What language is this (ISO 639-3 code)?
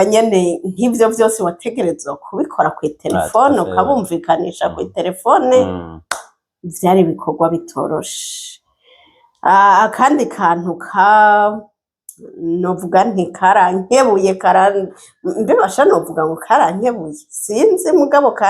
run